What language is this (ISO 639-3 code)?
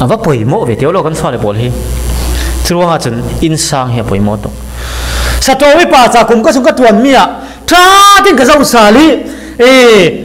cfm